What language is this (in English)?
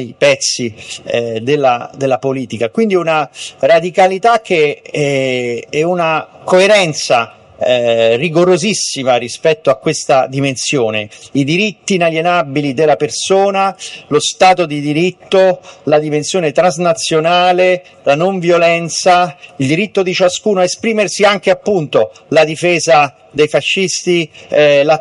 Italian